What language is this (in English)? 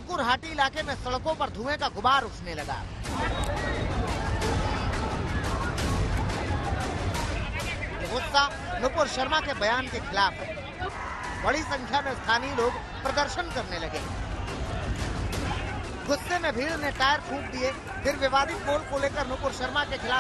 Hindi